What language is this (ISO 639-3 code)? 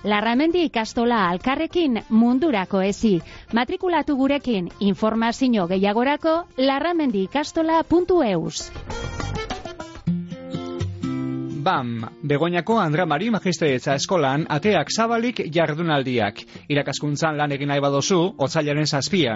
eus